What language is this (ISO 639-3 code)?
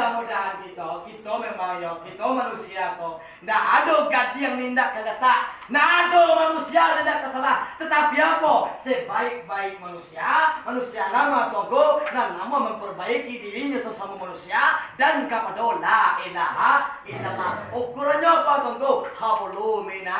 min